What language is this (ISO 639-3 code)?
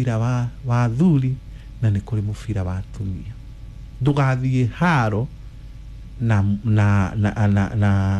kik